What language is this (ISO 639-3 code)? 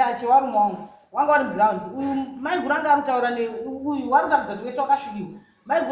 sna